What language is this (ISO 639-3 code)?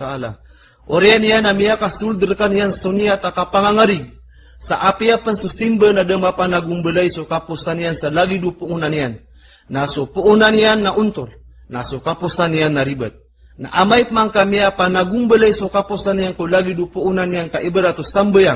mrw